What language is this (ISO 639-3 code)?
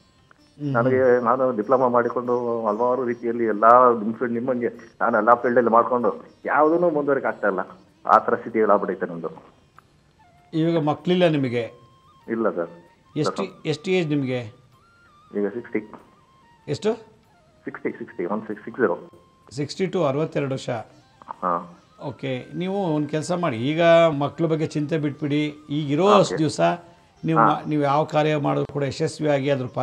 kan